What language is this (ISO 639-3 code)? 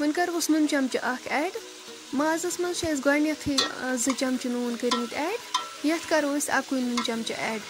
kas